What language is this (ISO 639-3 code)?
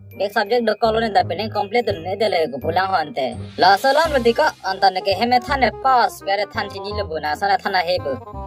mjw